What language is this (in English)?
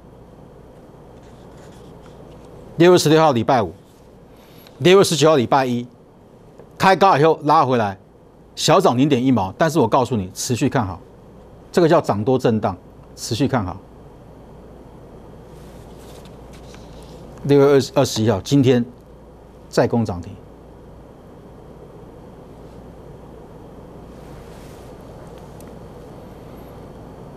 Chinese